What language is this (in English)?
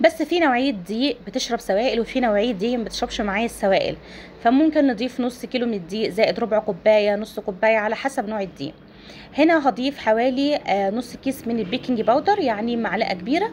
Egyptian Arabic